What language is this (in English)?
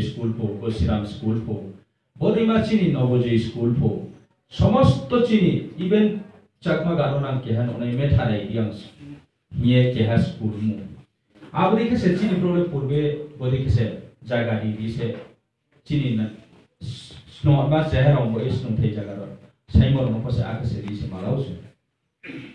Riang (India)